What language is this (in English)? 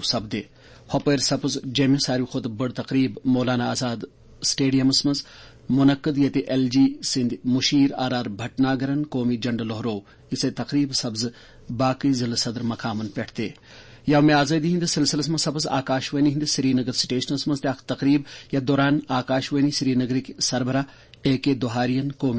Kashmiri